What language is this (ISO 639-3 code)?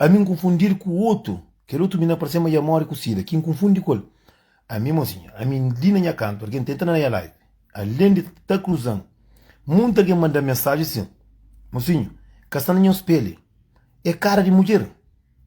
kea